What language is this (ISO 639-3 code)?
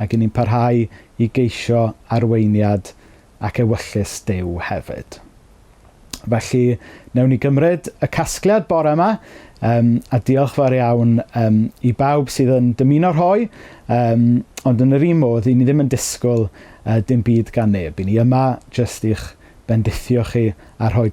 cym